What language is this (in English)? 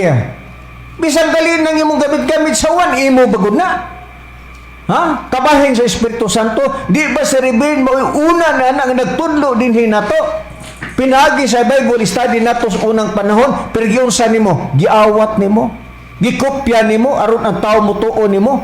Cebuano